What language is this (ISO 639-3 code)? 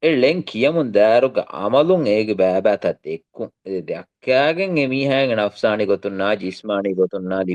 div